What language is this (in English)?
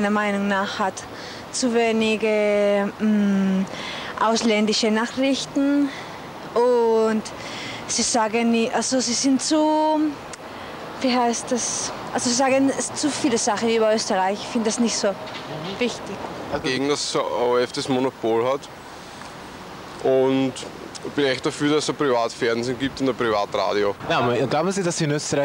German